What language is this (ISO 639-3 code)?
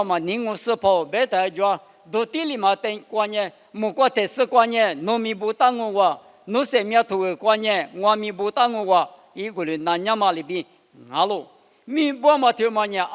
lis